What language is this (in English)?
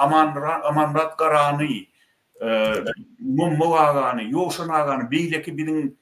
Turkmen